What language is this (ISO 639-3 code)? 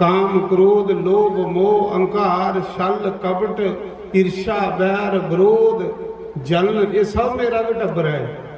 doi